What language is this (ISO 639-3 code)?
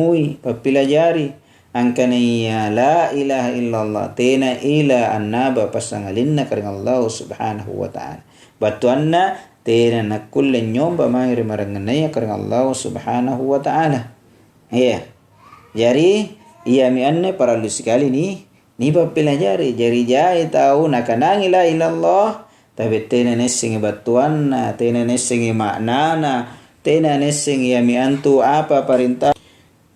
mak